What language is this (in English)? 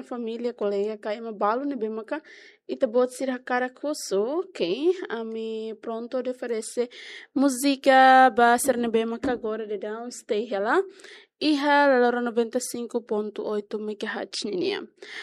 Tetum